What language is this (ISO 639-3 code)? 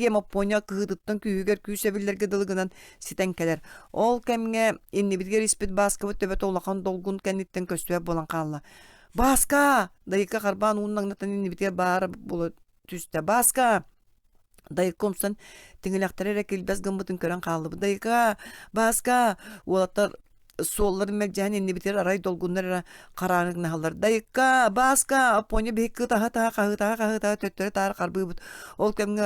sah